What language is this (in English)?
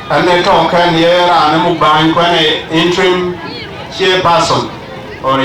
Dinka